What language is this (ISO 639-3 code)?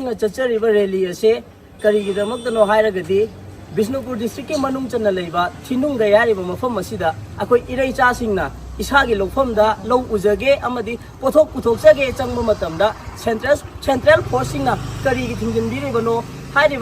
mni